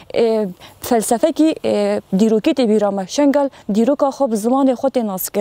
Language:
Kurdish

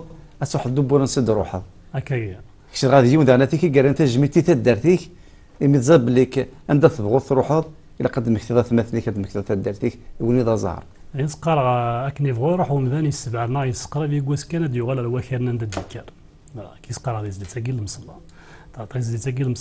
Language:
Kabyle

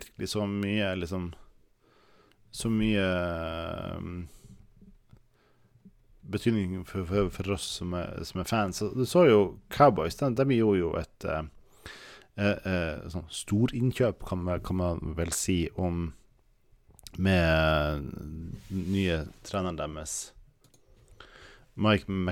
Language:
Norwegian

